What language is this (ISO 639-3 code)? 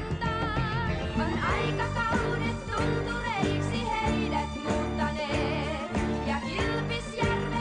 fin